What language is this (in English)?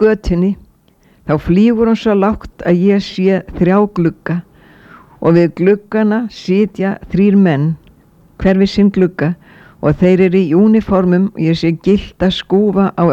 Icelandic